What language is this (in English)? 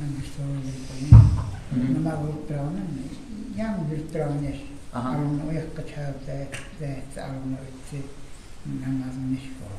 Kumyk